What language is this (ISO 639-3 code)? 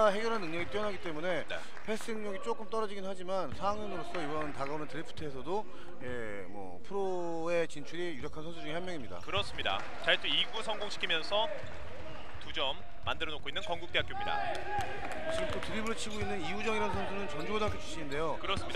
kor